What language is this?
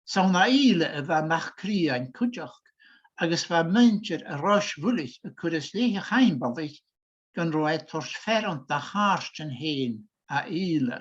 Scottish Gaelic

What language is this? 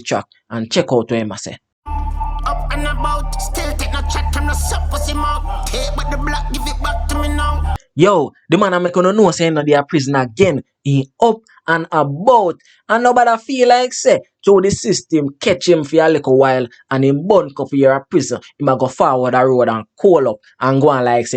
Jamaican Creole English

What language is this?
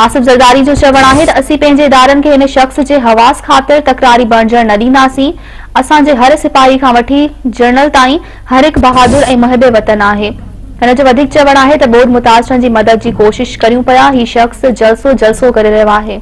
Sindhi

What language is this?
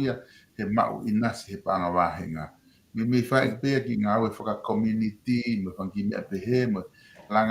Tongan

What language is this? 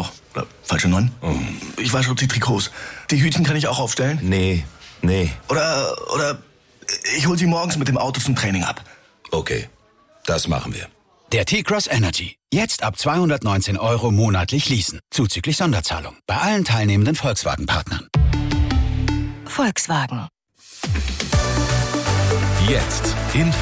German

